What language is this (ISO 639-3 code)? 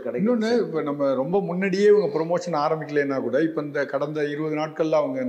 tam